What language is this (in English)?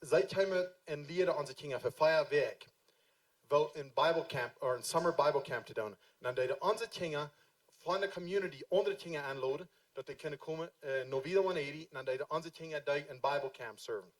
Plautdietsch